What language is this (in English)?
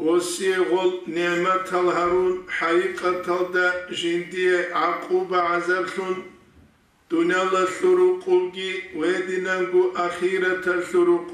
Avaric